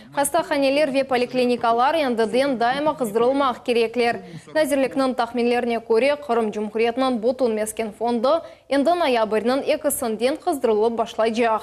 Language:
Crimean Tatar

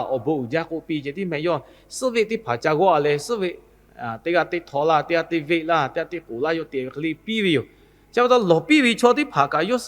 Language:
Lahu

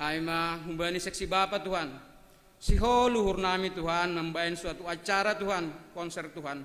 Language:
Batak Simalungun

